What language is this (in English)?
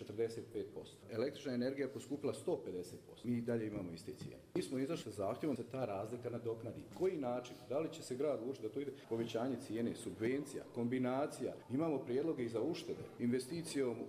Bosnian